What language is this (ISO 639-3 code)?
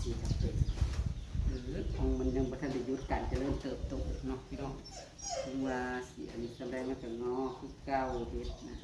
tts